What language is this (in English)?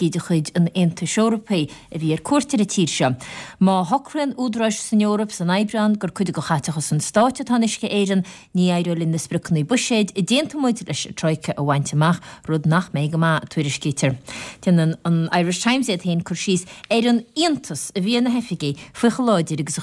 Irish